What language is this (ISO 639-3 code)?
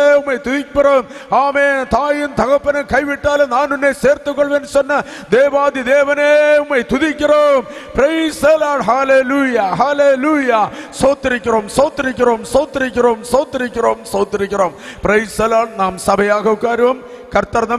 tam